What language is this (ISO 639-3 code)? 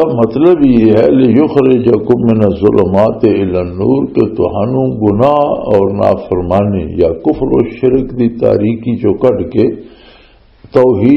lah